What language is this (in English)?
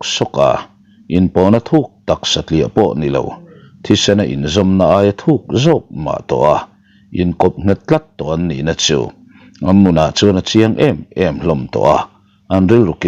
Mizo